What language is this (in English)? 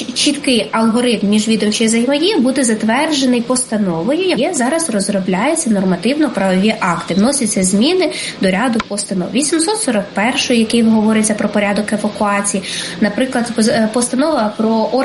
Ukrainian